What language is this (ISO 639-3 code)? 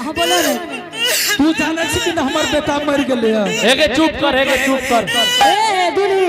anp